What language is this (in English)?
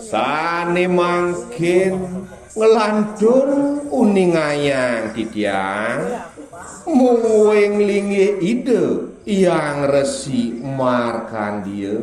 Balinese